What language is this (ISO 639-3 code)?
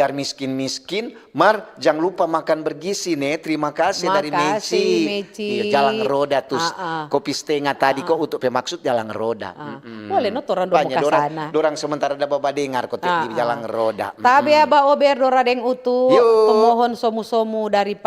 xmm